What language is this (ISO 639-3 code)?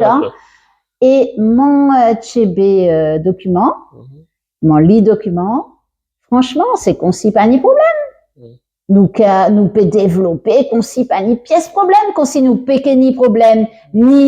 gcf